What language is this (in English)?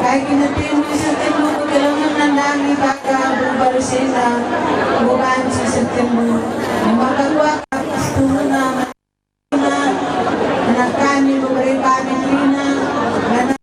Batak Karo